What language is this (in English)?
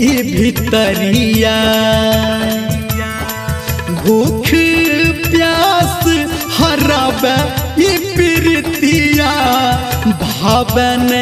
Maithili